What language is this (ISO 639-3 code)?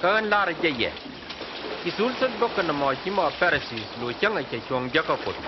nus